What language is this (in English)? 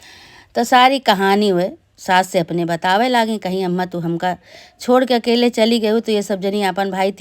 Awadhi